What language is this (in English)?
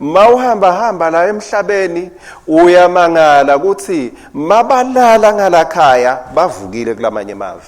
Swati